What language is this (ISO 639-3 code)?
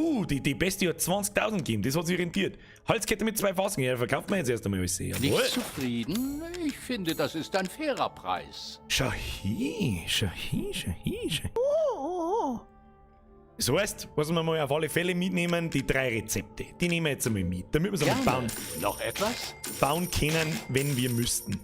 bar